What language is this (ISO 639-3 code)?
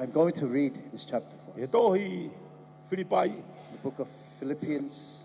ton